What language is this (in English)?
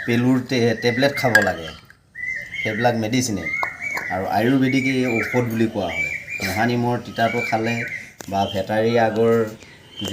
Assamese